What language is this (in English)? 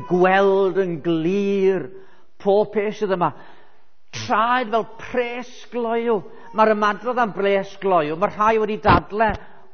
Welsh